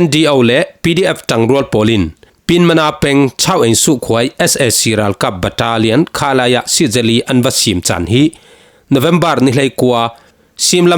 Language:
Falam Chin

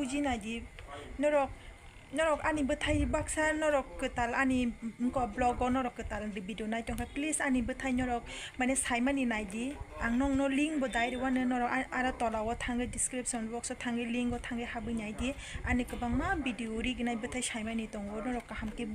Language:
Kok Borok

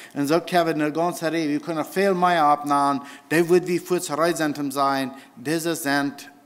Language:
Plautdietsch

